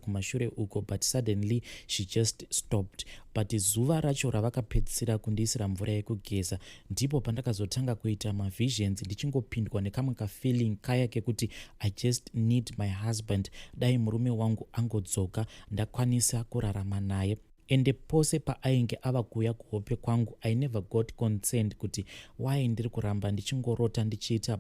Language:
Shona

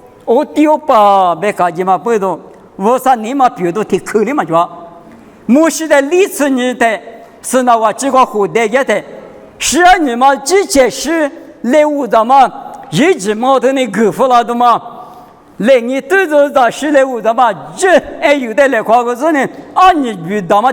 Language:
Lisu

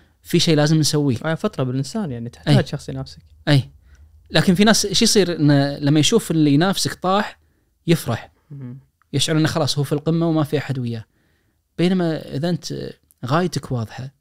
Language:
Najdi Arabic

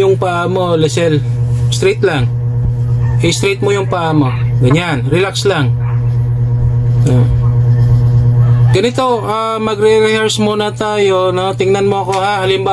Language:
Filipino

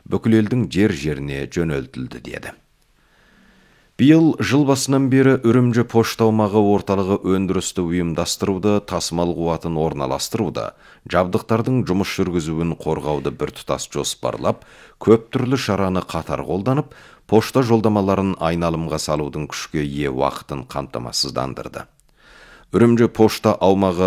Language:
Kazakh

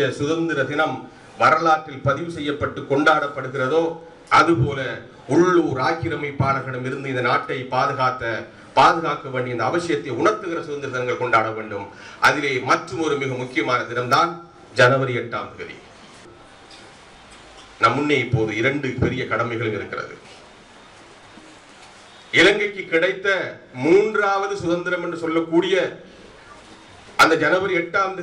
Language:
Tamil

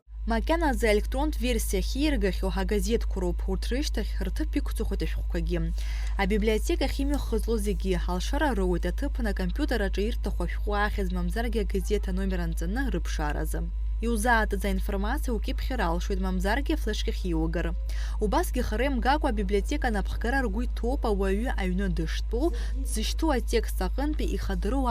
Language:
Abkhazian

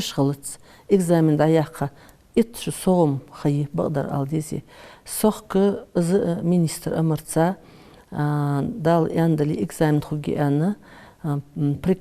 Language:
Ingush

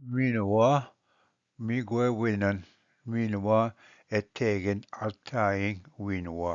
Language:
Ojibwa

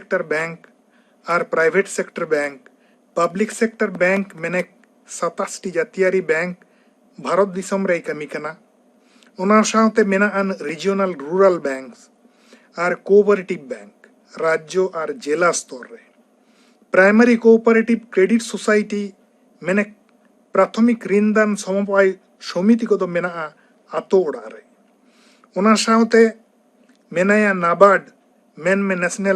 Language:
Santali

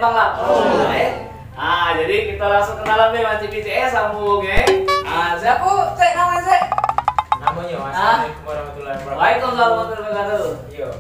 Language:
Musi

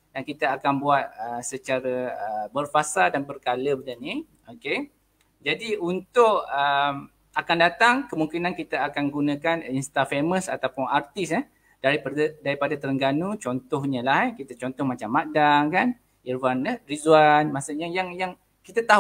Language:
Malay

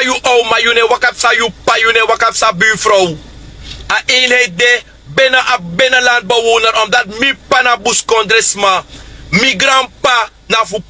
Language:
Sranan Tongo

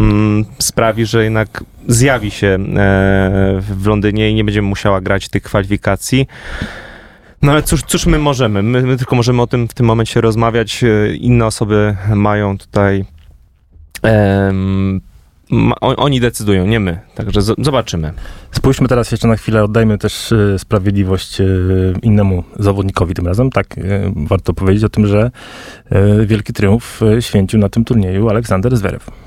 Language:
Polish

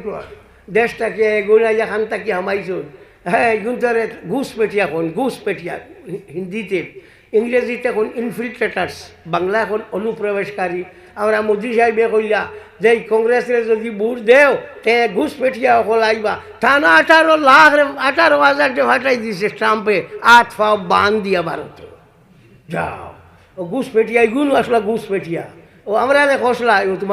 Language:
Sylheti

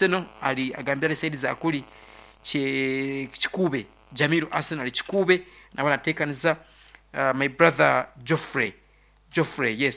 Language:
Nyoro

